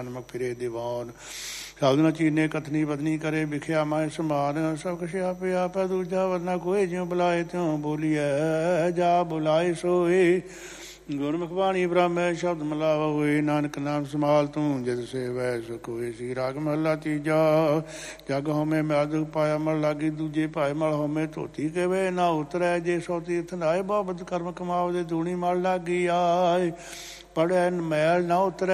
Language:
Punjabi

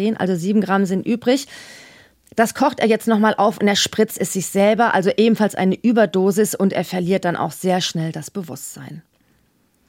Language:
German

